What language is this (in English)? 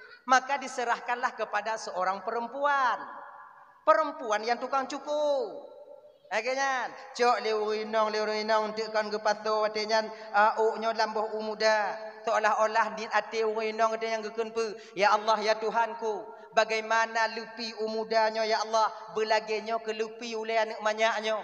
Achinese